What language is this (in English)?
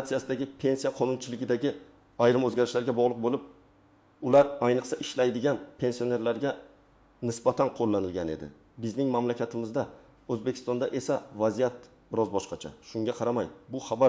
Uzbek